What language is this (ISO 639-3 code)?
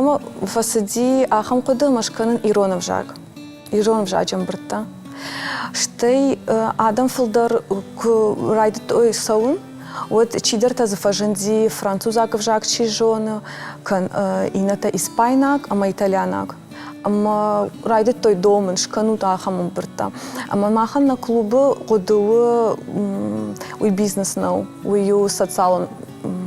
oss